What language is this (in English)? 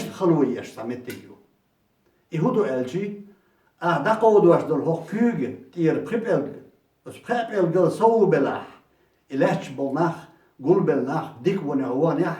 Chechen